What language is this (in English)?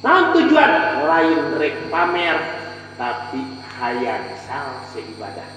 Sundanese